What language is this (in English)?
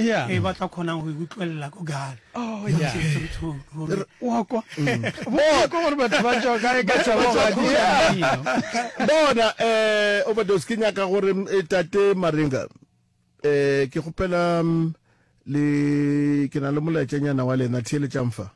Northern Sotho